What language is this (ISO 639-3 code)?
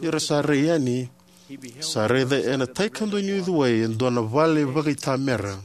fij